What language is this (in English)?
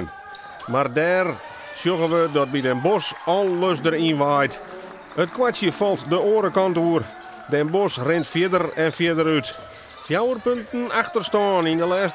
Western Frisian